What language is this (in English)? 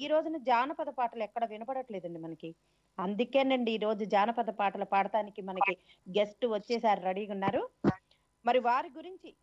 Telugu